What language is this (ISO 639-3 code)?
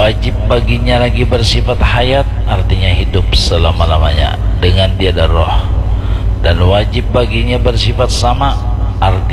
bjn